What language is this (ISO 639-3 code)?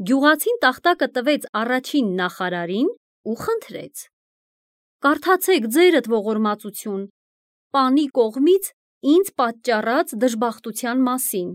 hye